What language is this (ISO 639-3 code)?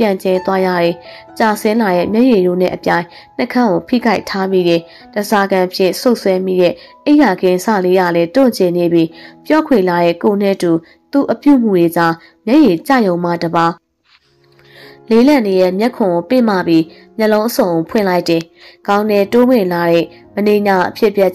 mya